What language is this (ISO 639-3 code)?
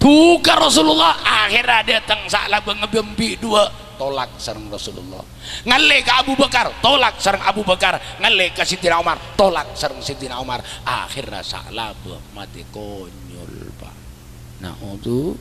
mad